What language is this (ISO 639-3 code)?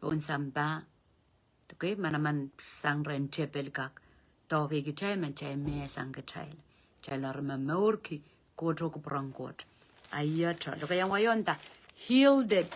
pon